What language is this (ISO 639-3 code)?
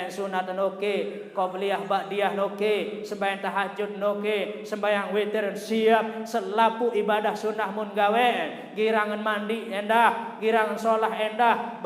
sas